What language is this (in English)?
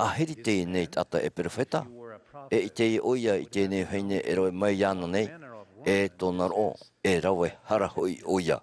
Tahitian